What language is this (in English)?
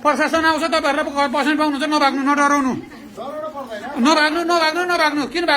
Nepali